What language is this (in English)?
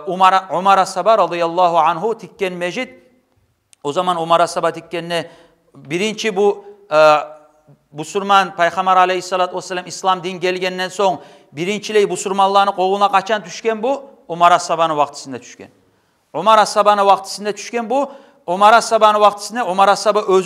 Kumyk